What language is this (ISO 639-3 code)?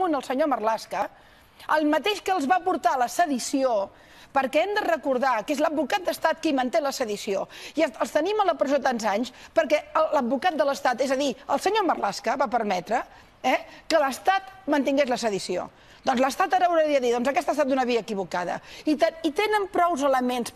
cat